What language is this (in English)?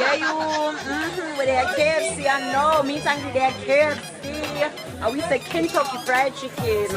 Jamaican Creole English